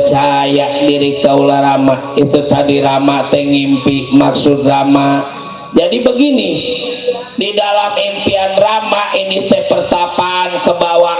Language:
Betawi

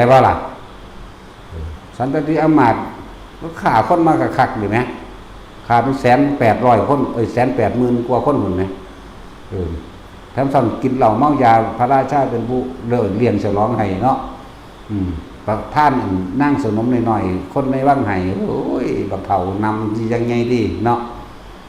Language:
Northeastern Thai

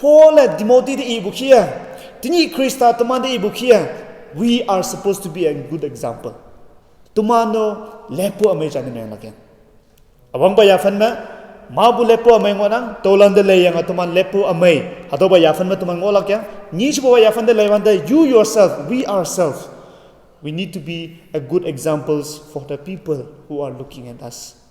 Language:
Konyak Naga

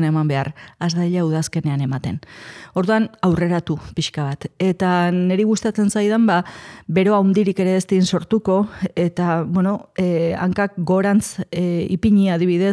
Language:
Basque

